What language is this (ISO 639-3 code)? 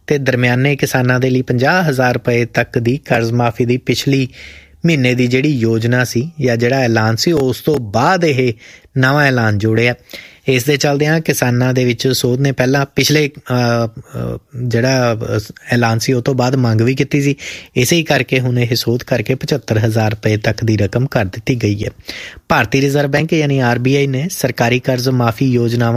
pan